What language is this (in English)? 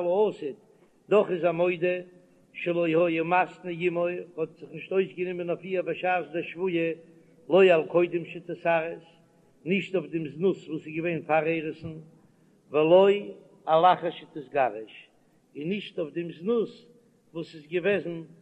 Yiddish